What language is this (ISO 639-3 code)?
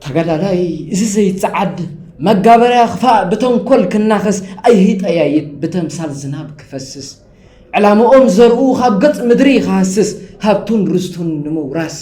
tir